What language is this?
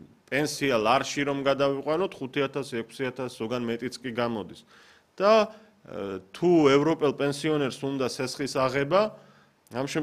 Georgian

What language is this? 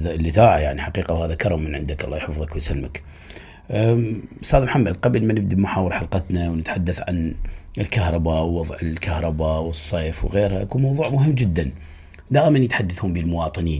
Mesopotamian Arabic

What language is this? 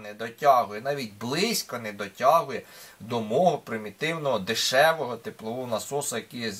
Ukrainian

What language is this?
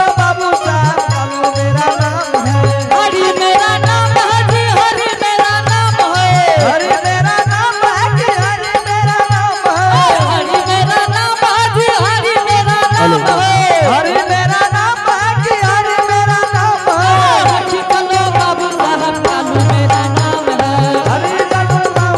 Angika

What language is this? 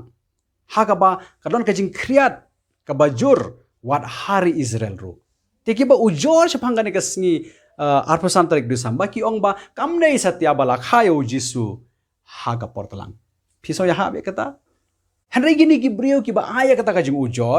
Khasi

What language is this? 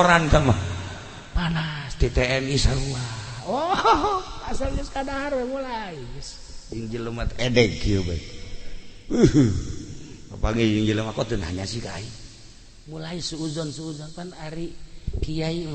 Sundanese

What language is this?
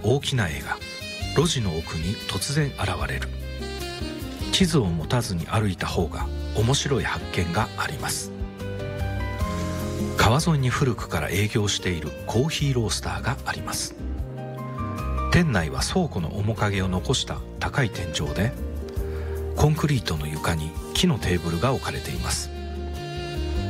Japanese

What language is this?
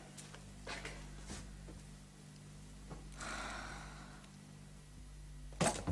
Slovak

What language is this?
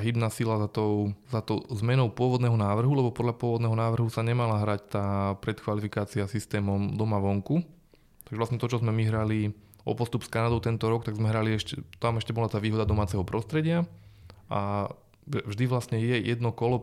Slovak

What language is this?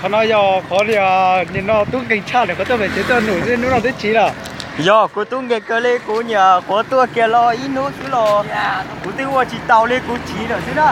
Hmong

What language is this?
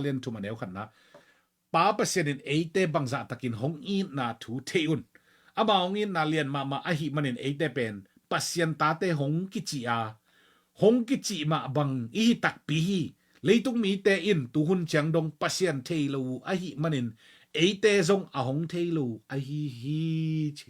Tedim Chin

